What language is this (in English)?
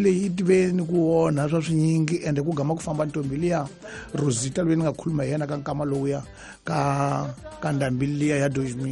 Tsonga